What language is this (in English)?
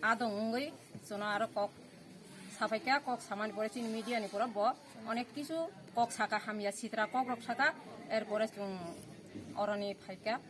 Kok Borok